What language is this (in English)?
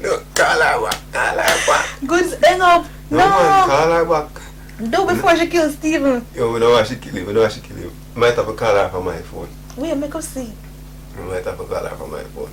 Jamaican Creole English